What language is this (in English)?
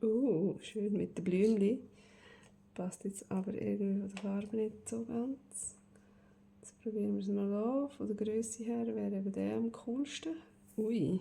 Swiss German